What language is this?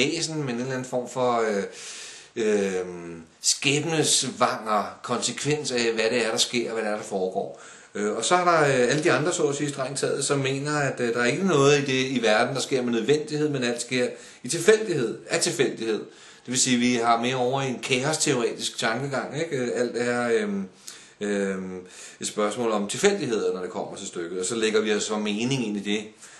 Danish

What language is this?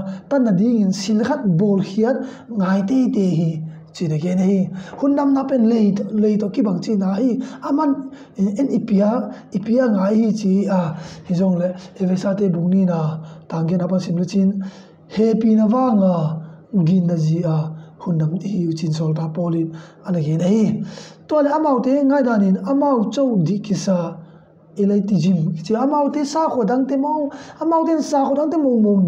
Tedim Chin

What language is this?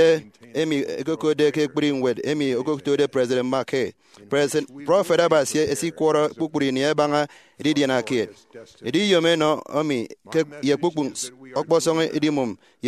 Efik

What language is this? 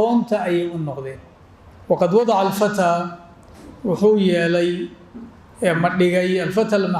Somali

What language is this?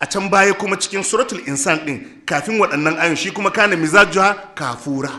Hausa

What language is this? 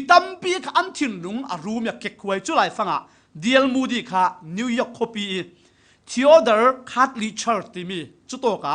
Falam Chin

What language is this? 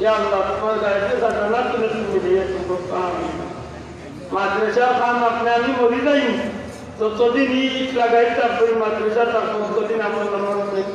Sylheti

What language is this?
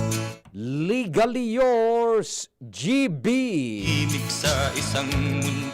Bikol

